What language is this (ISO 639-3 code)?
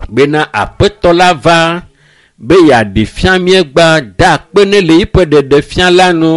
ewe